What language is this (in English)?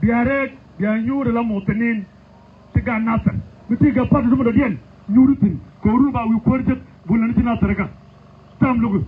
Nuer